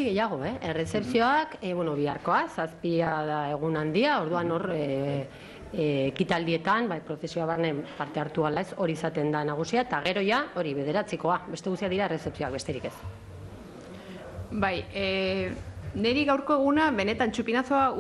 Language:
Basque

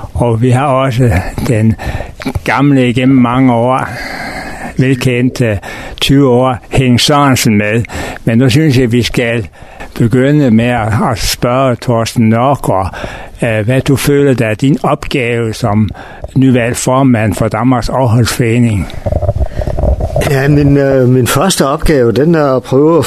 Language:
Danish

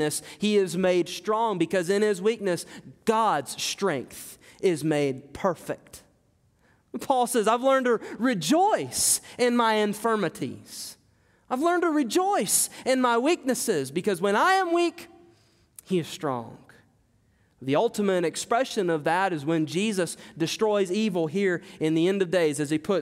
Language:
English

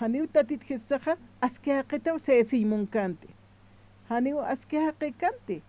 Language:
Aymara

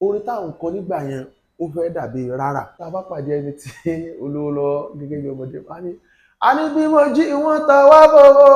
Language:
Yoruba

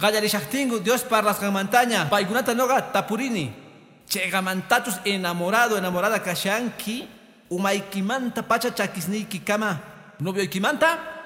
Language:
Quechua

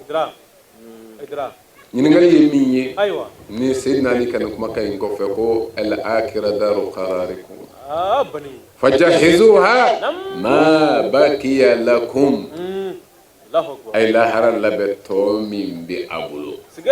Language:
Bambara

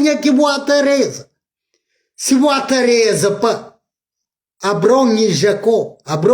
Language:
Kabuverdianu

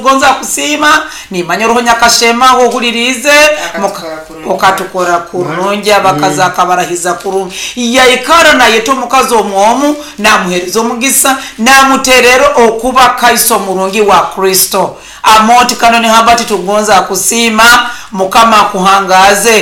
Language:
Nyoro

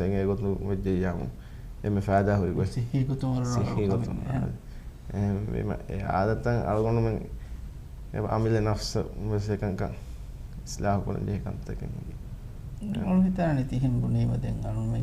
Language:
Divehi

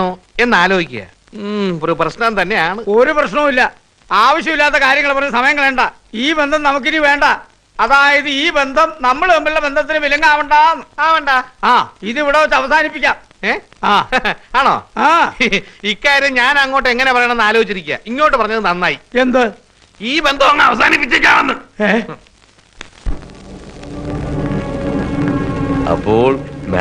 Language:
Malayalam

